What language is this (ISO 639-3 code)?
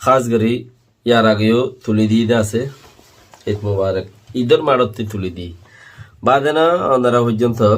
rhg